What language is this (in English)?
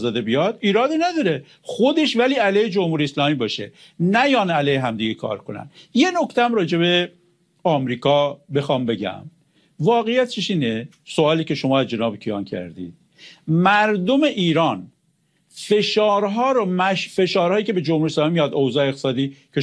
Persian